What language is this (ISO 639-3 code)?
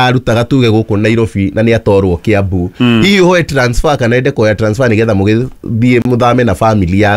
kik